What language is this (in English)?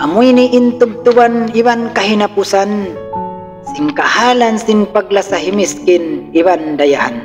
Tausug